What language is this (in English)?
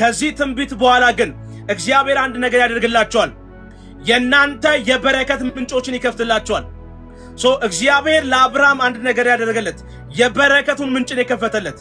Amharic